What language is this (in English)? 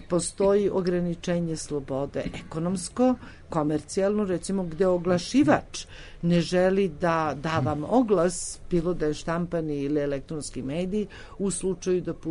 Serbian